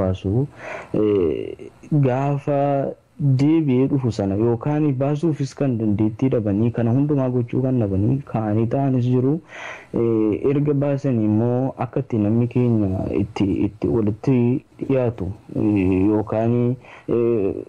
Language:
Oromo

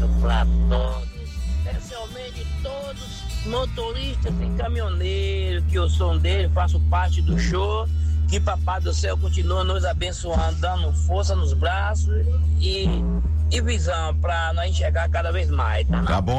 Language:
Portuguese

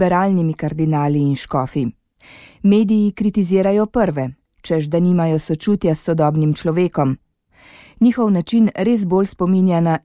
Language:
Slovenian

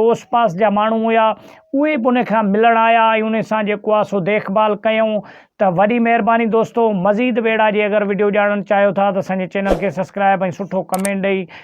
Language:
Sindhi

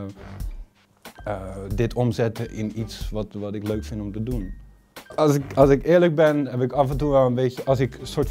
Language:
Dutch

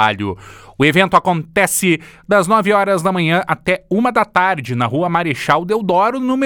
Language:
Portuguese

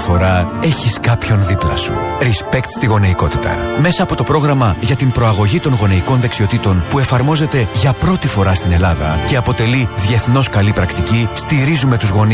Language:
Greek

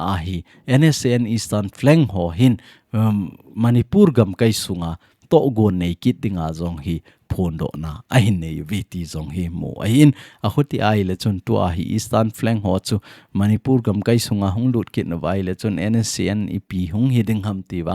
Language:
Thado Chin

